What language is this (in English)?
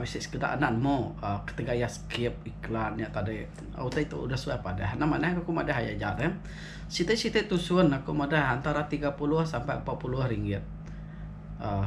Iban